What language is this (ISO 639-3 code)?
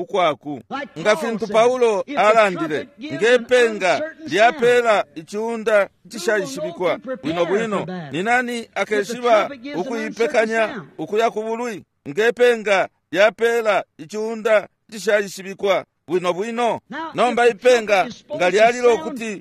bem